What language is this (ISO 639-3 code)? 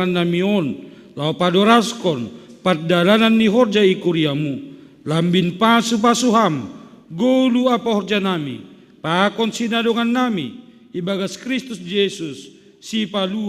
bts